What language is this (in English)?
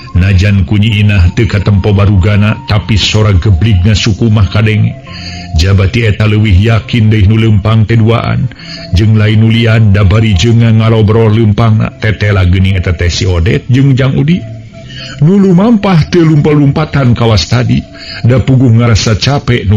Sundanese